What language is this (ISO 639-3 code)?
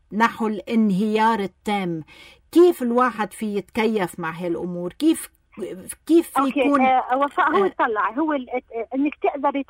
apc